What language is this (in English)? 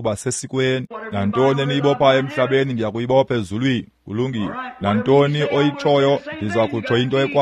Xhosa